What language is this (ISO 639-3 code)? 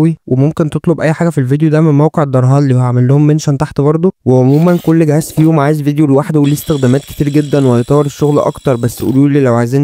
arz